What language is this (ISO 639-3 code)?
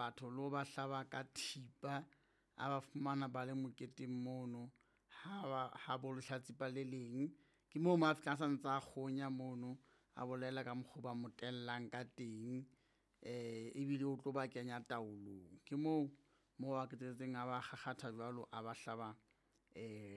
sot